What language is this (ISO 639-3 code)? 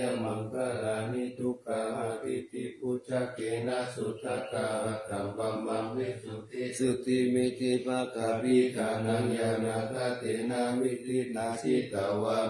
pli